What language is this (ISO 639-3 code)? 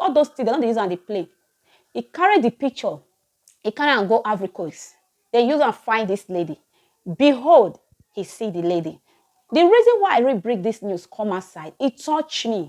pcm